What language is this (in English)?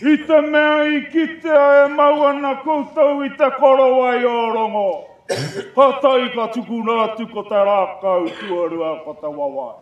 Māori